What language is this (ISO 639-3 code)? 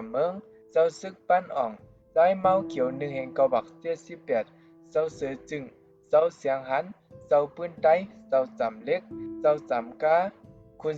shn